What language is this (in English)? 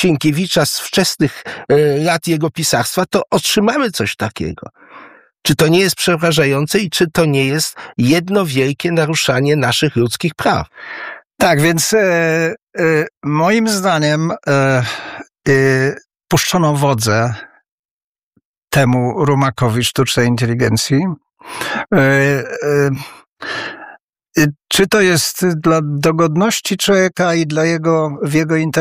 Polish